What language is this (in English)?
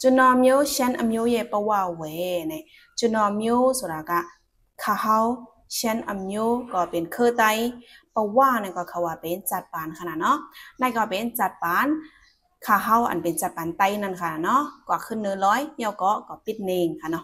Shan